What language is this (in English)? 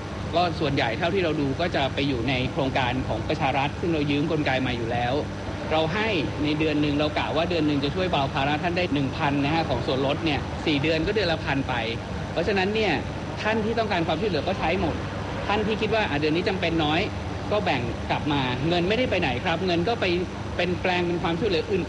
Thai